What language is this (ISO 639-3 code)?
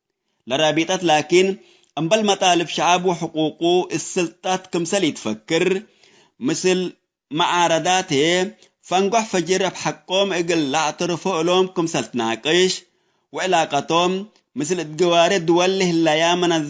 tig